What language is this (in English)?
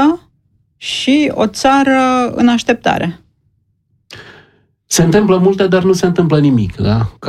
Romanian